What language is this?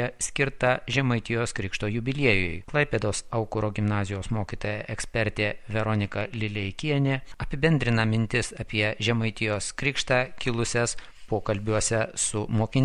Lithuanian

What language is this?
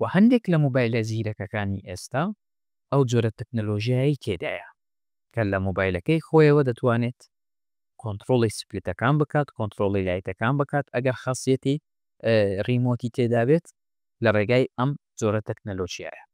Central Kurdish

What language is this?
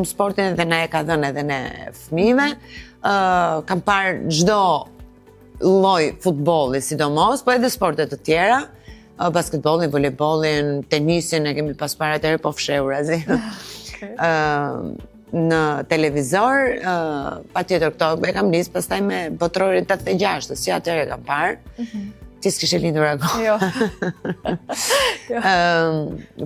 Albanian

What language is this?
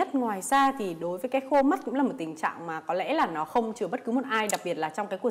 Vietnamese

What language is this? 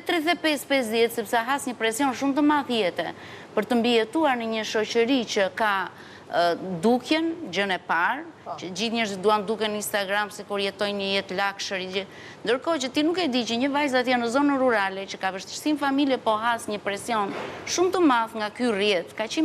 Albanian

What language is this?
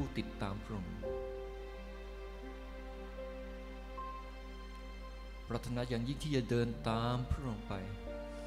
Thai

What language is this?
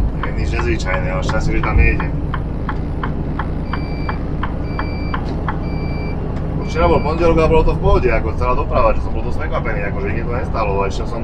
Slovak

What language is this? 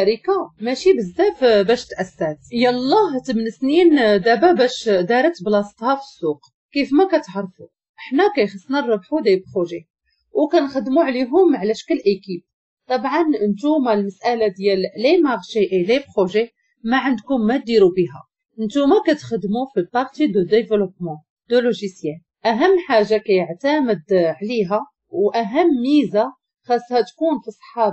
Moroccan Arabic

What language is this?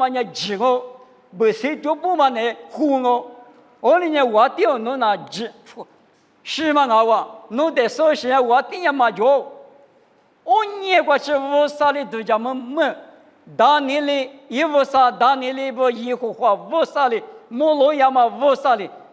Lisu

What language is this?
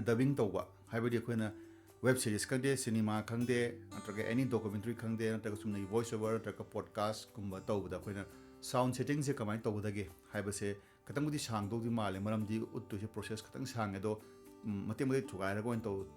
Manipuri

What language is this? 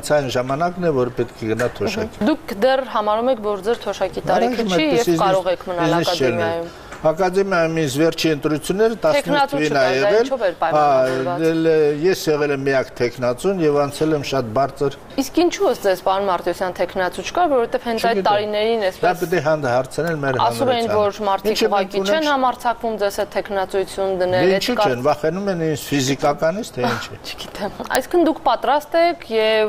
Armenian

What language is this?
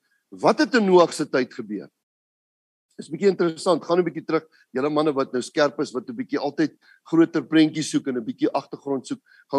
Afrikaans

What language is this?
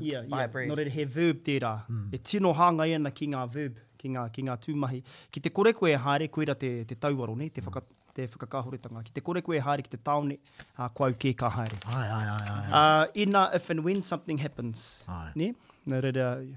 Māori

